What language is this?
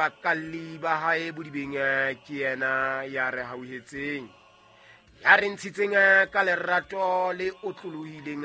Southern Sotho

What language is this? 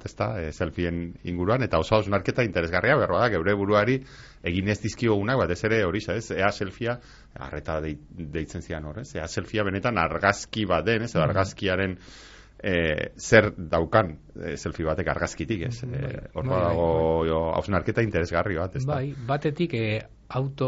Basque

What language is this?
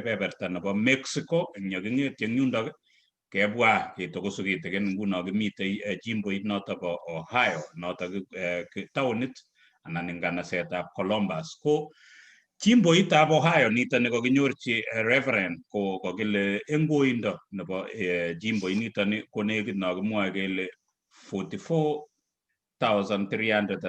Kalenjin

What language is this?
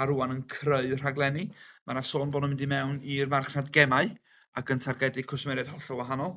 Welsh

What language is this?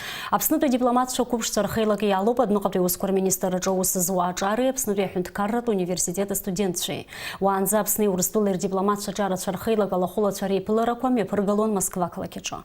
Abkhazian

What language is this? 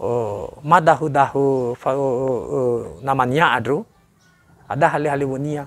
Nias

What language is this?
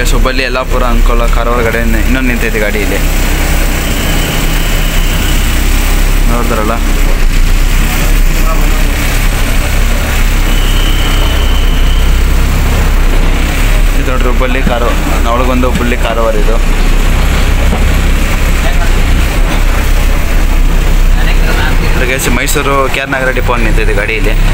Kannada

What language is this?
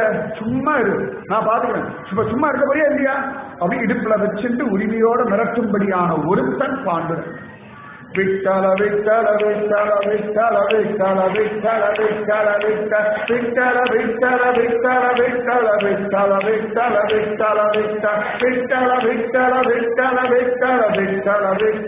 Tamil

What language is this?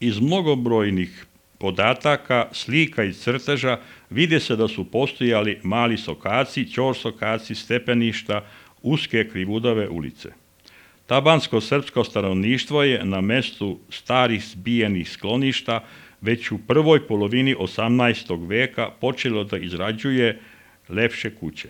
Serbian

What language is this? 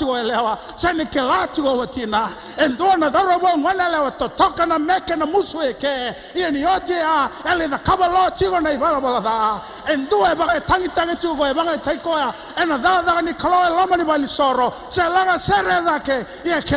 Fijian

